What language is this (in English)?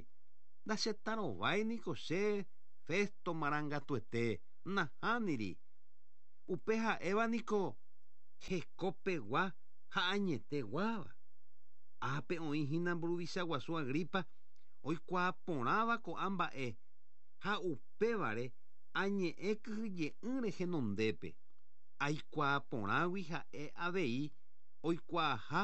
Guarani